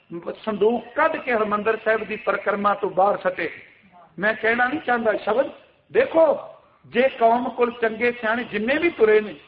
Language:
Punjabi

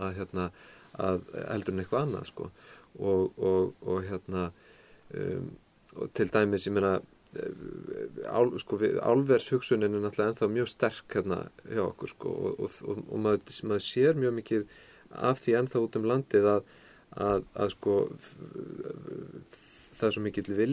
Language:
Icelandic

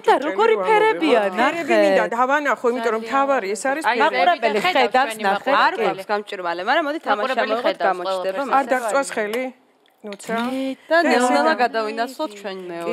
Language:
Georgian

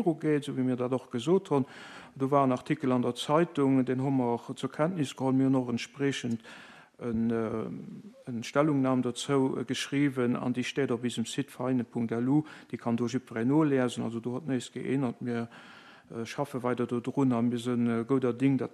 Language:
Luxembourgish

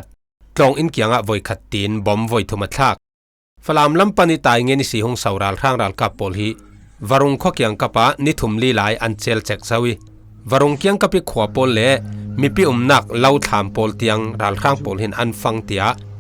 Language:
Falam Chin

